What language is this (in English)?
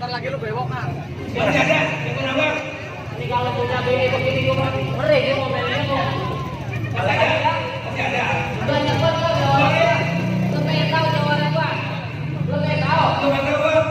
Betawi